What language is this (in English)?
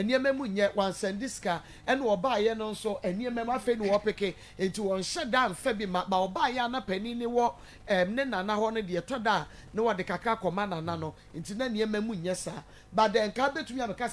Akan